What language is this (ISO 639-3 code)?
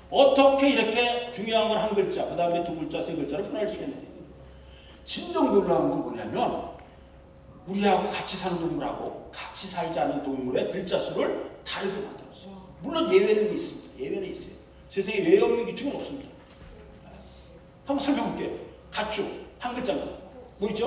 kor